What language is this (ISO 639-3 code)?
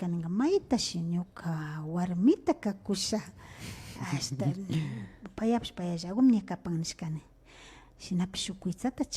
qvi